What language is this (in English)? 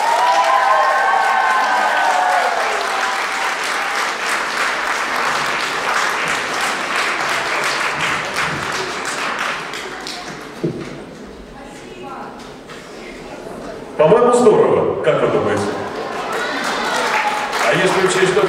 Russian